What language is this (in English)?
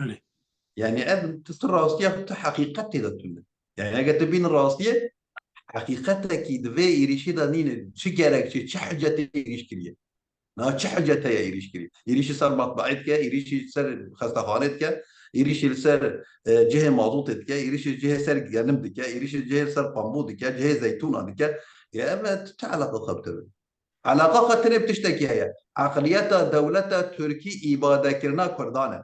Kurdish